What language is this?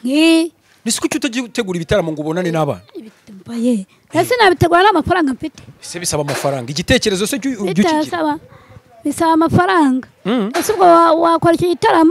Kinyarwanda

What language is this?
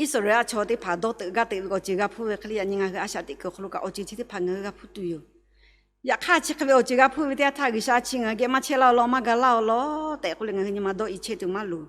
Lahu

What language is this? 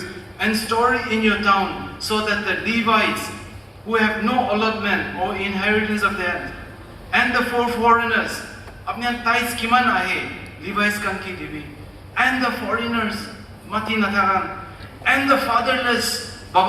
Naga Pidgin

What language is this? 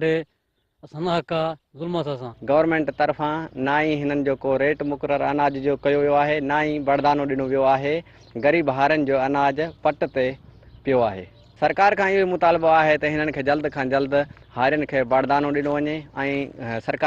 Sindhi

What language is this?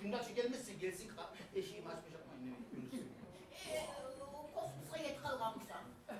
Kumyk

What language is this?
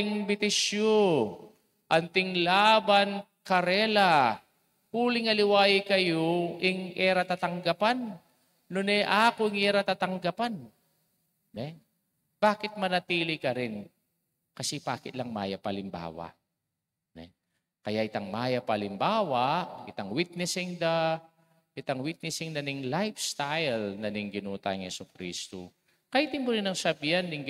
Pampanga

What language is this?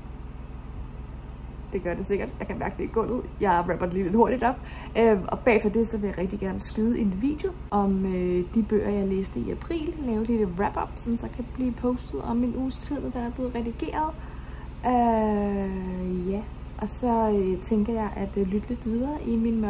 Danish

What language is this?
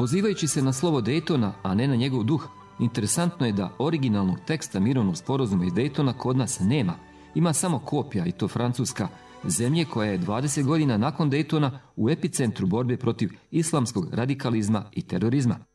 Bosnian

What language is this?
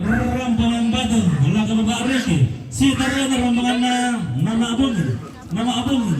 Toraja-Sa'dan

